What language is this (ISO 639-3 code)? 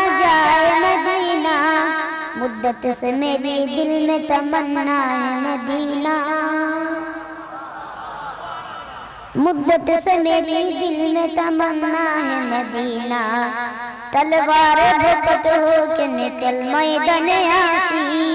ben